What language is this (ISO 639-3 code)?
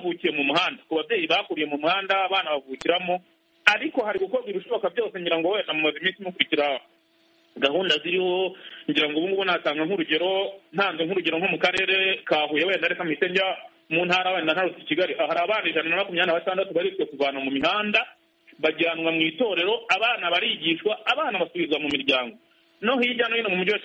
kin